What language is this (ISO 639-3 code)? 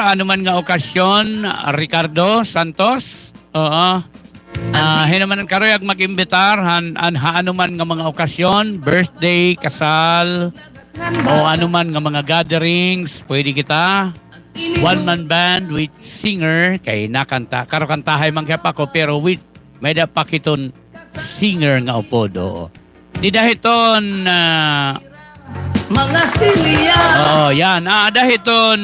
war